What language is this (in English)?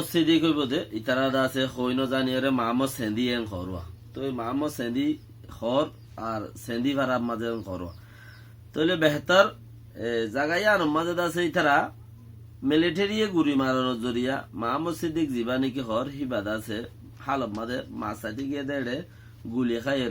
Rohingya